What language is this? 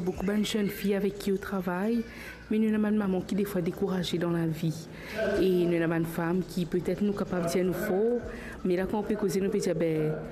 Morisyen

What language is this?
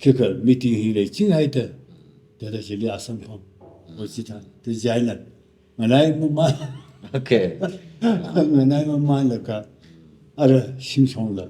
Tangkhul Naga (India)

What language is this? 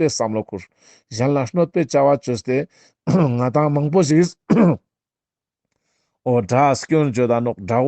Ladakhi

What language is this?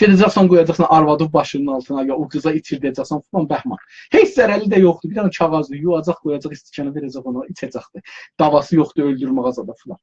South Azerbaijani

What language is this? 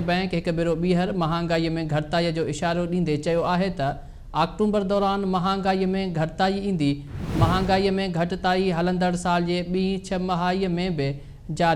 Sindhi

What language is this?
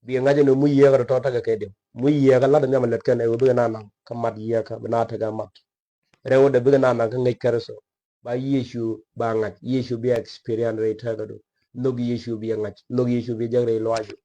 Nuer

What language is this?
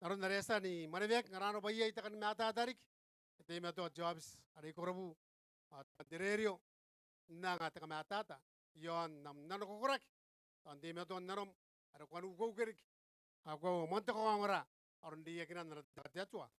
Gilbertese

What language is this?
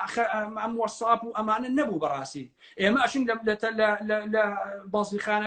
Central Kurdish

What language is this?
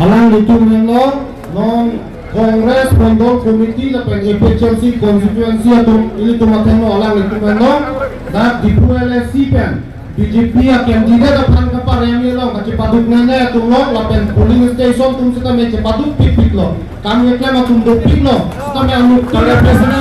Karbi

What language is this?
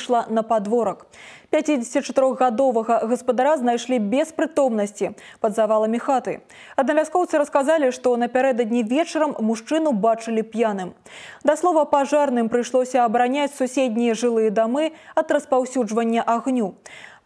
Belarusian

